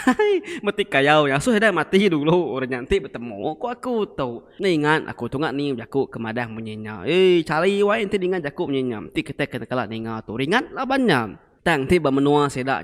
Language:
Iban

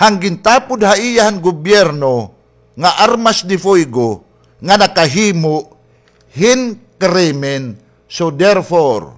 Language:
Waray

